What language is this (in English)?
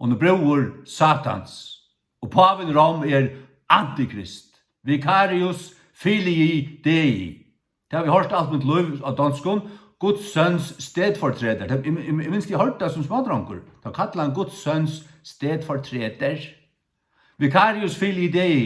Faroese